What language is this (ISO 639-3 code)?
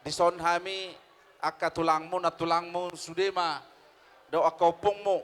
bbc